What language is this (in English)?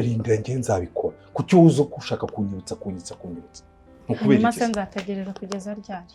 Kinyarwanda